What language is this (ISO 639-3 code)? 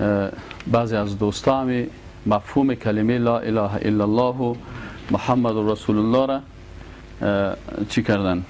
fas